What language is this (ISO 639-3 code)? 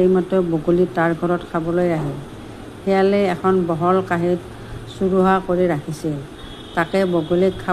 asm